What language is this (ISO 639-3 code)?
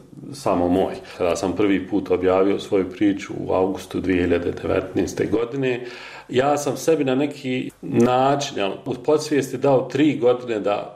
bos